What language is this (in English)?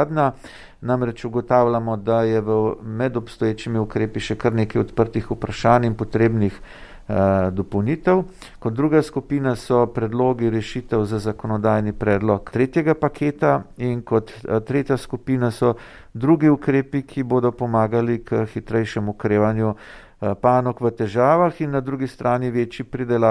Slovenian